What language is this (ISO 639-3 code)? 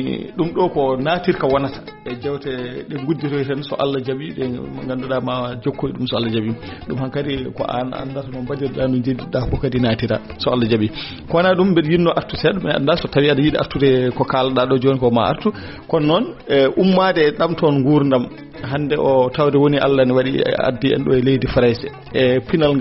ful